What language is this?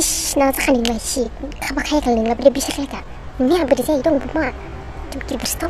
Dimasa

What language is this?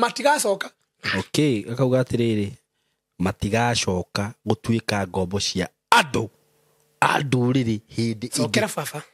Kikuyu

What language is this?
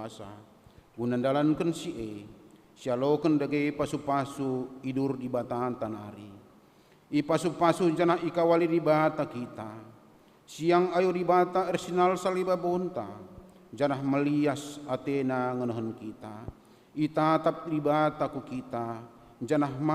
Batak Karo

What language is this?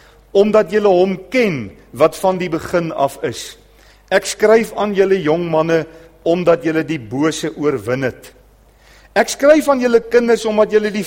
Afrikaans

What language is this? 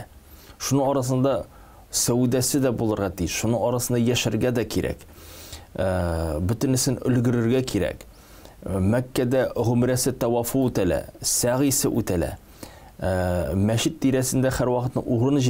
Tatar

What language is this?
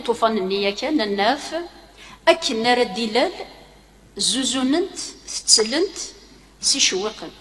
Kabyle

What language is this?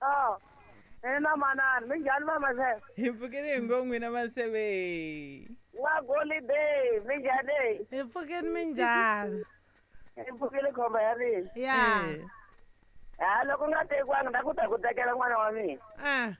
Tsonga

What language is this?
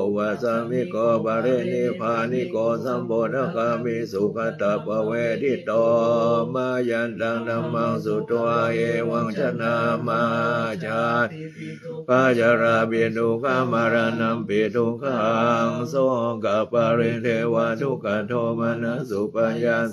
Pali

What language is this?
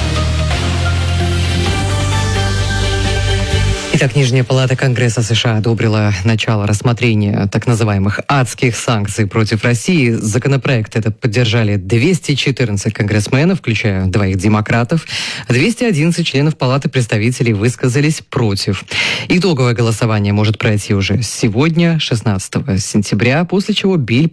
Russian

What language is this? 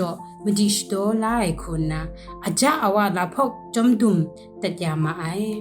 Kachin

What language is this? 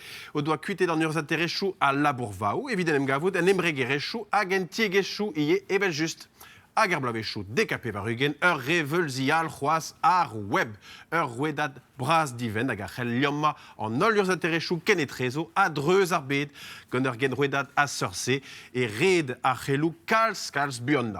Breton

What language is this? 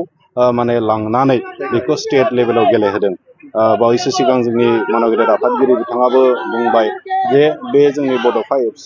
Bodo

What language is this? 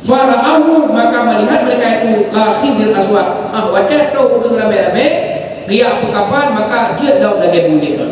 Achinese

